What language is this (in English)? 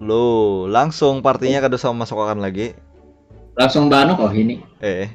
Banjar